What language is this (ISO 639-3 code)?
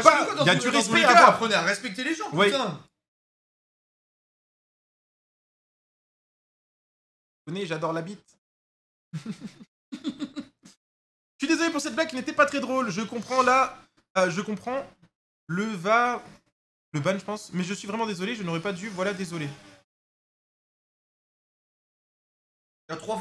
fra